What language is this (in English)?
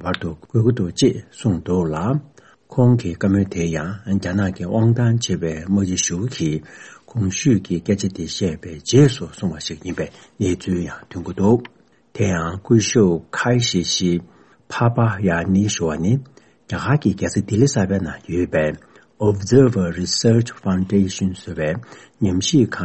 Tibetan